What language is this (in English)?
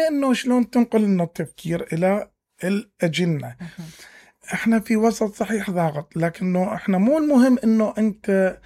Mesopotamian Arabic